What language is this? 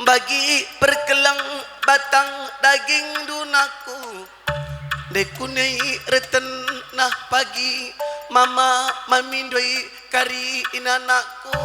Batak Karo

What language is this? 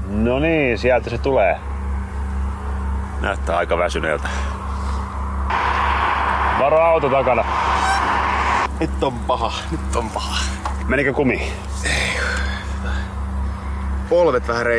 Finnish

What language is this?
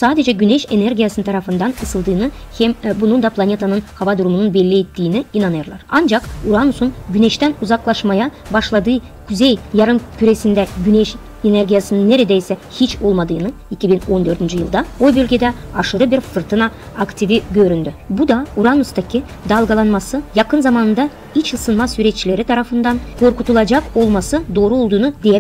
Gagauz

